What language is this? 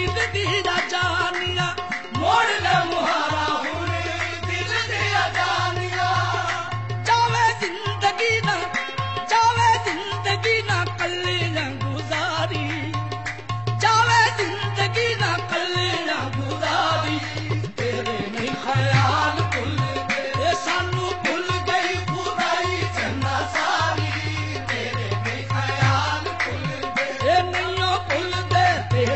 Punjabi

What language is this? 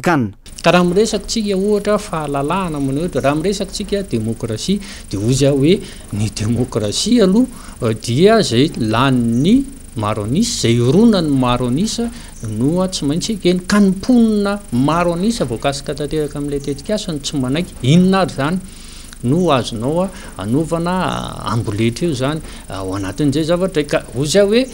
Malagasy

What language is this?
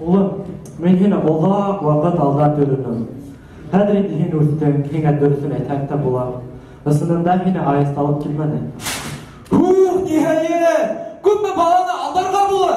Bashkir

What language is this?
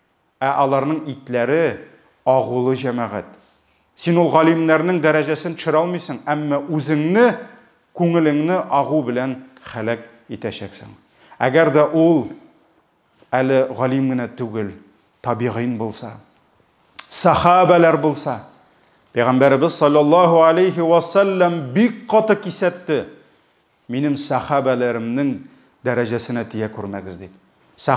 Tatar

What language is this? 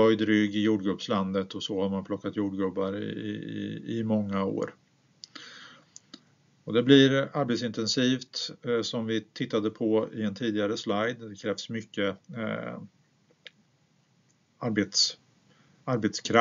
Swedish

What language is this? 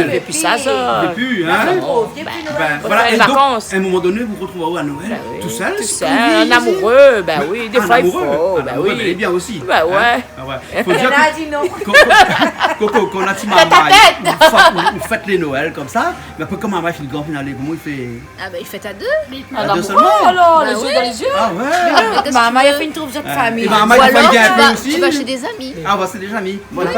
Réunion Creole French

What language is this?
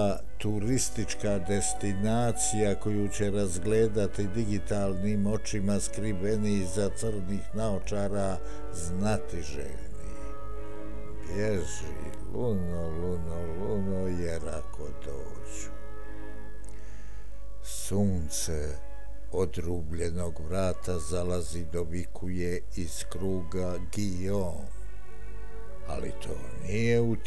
Bosnian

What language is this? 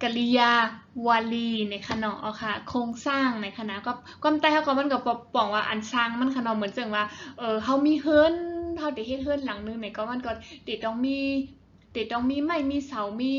Shan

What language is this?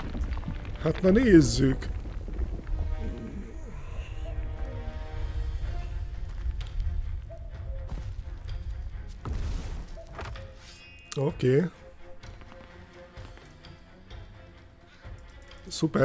Hungarian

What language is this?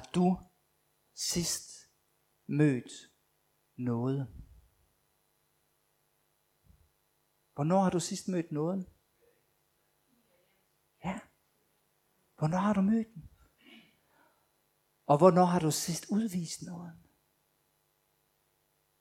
Danish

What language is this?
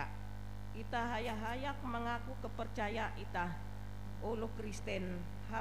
Ngaju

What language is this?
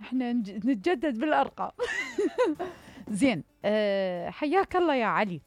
Mesopotamian Arabic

